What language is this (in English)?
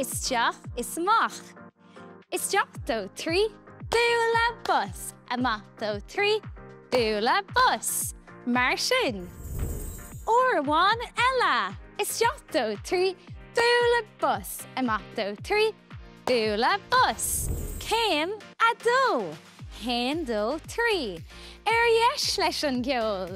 Irish